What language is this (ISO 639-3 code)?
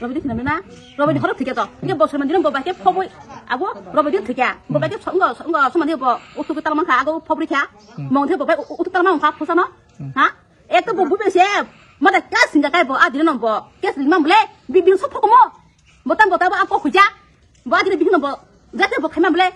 trp